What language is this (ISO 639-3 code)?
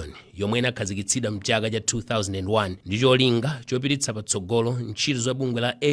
nya